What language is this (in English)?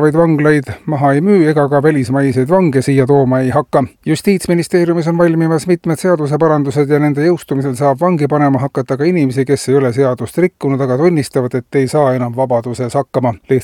Estonian